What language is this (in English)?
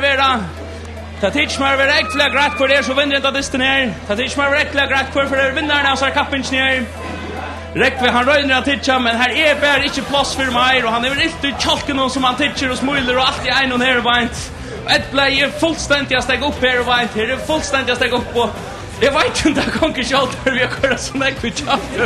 Faroese